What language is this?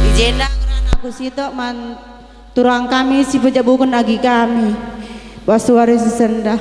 Batak Karo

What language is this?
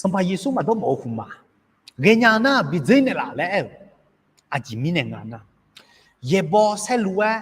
Akha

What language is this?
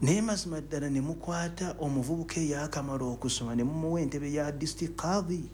Ganda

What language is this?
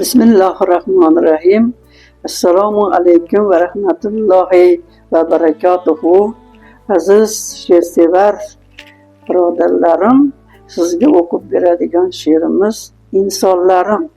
Uzbek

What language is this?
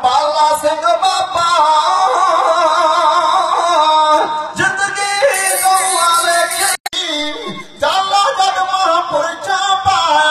Punjabi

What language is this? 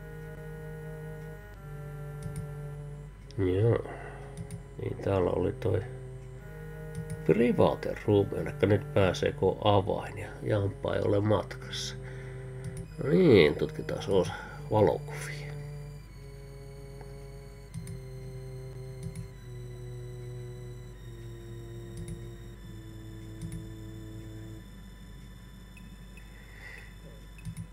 Finnish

